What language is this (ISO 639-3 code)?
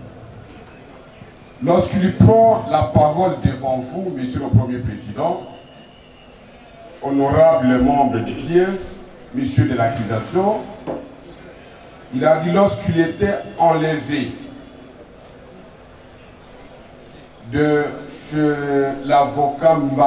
fra